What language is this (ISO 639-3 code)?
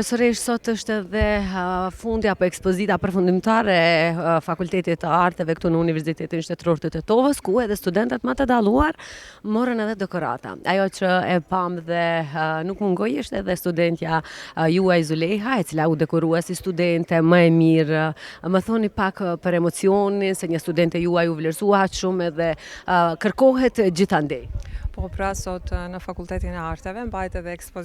sqi